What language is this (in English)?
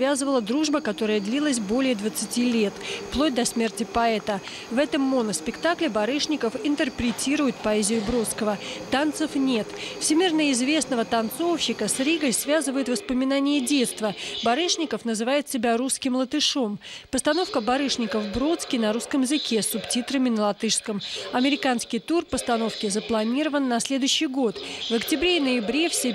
Russian